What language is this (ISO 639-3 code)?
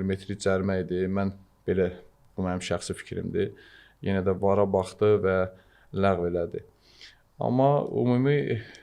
aze